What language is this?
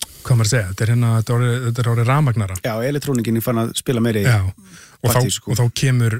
Icelandic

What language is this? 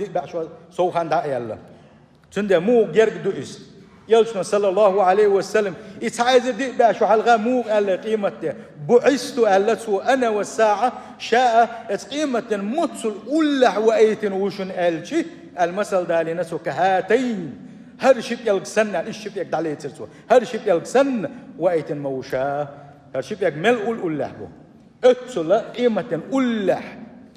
Chechen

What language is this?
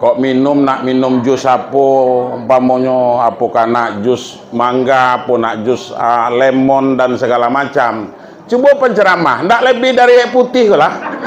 Minangkabau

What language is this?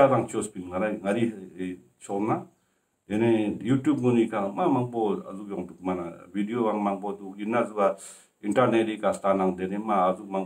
Ladakhi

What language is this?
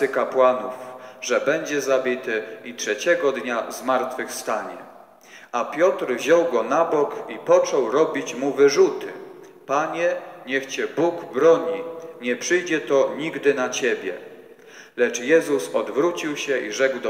Polish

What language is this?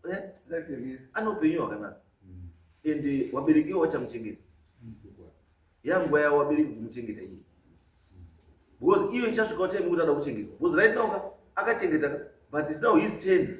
Shona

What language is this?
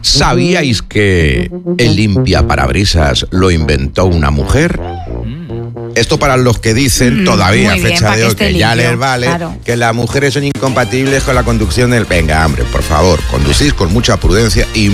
Spanish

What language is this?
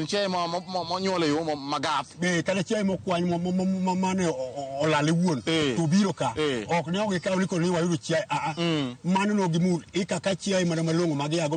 Luo (Kenya and Tanzania)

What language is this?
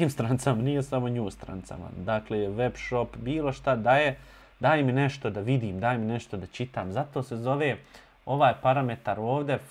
Bosnian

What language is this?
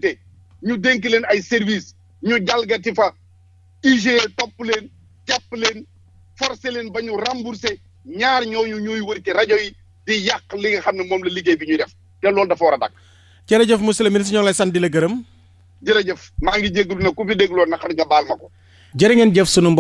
Wolof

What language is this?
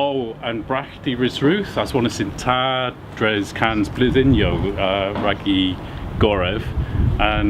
Cornish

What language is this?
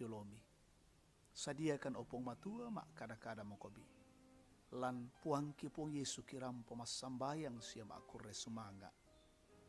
Toraja-Sa'dan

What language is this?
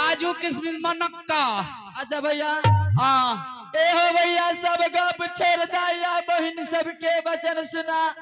Maithili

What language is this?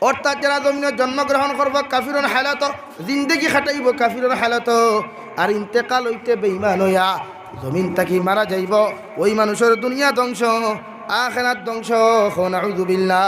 Sylheti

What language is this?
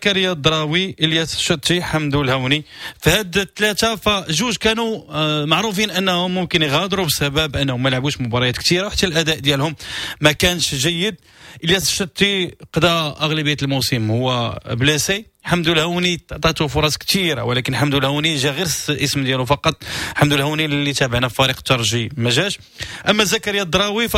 Moroccan Arabic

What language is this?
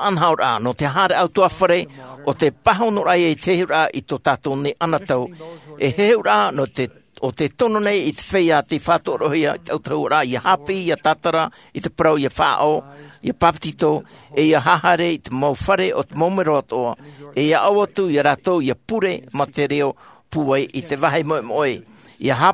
Tahitian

